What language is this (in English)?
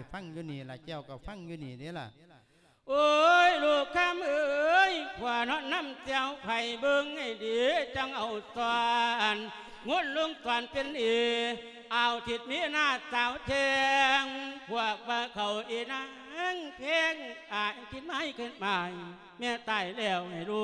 Lao